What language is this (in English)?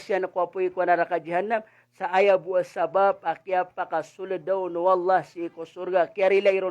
Maranao